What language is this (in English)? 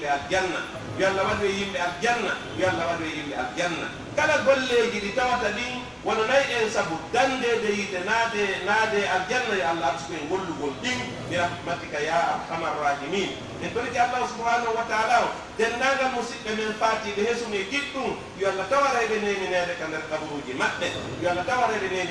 Pular